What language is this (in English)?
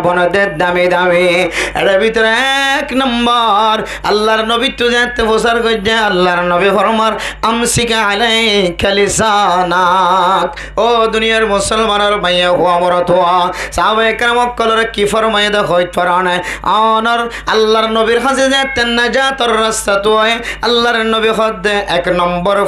Rohingya